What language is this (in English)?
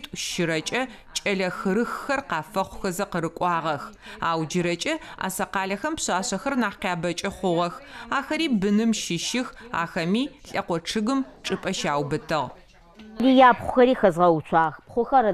Adyghe